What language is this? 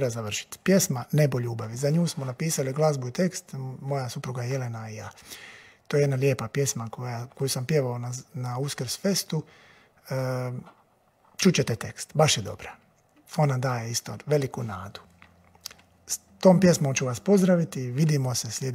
Croatian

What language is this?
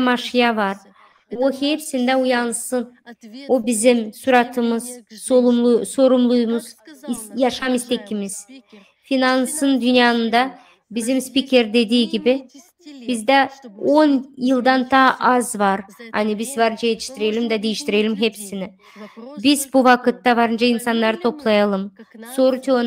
Gagauz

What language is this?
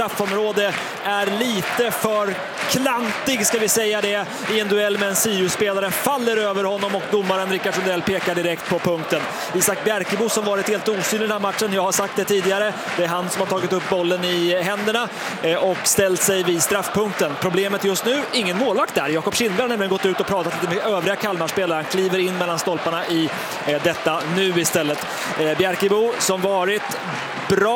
Swedish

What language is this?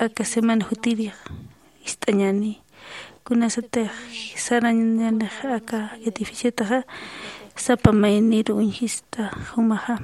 Aymara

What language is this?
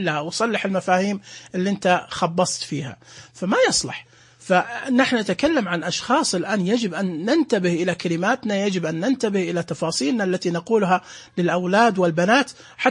Najdi Arabic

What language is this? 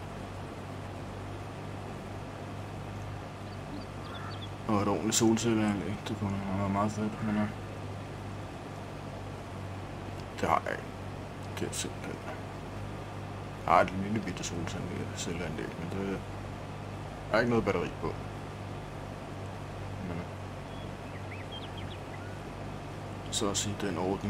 Danish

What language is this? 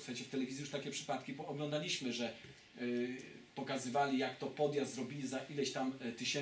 Polish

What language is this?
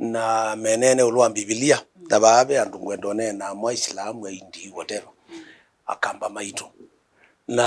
Kamba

